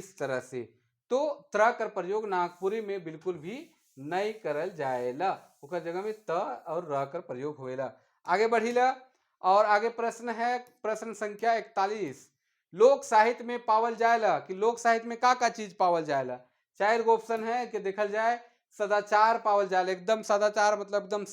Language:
Sadri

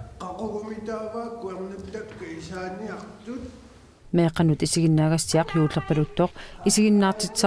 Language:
Kalaallisut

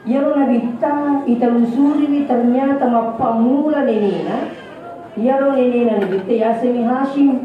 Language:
Buginese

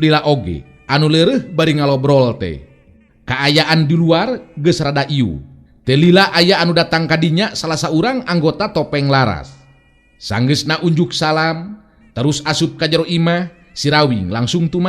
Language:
Sundanese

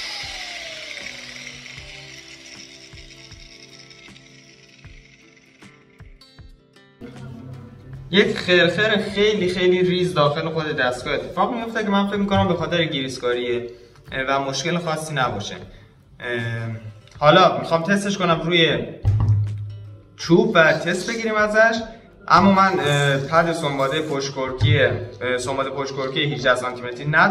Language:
Persian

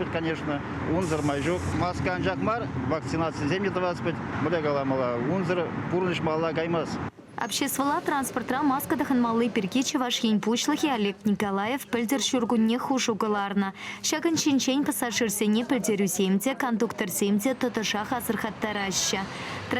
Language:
Chuvash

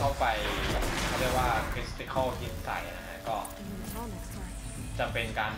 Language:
Thai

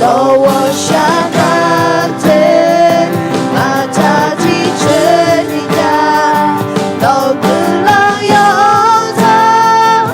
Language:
Akha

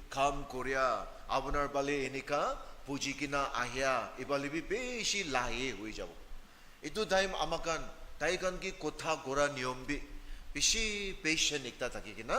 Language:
Naga Pidgin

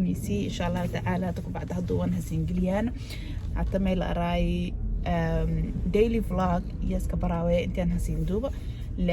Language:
Somali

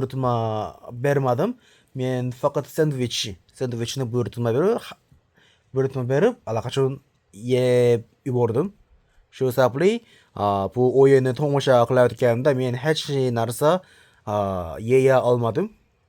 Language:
Uzbek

